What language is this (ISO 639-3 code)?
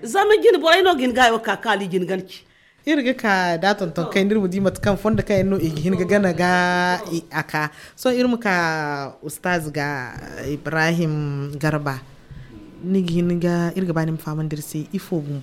dje